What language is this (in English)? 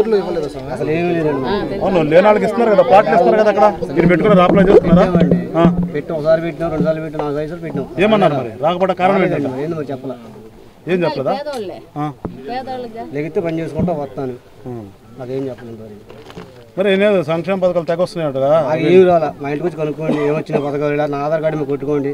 Telugu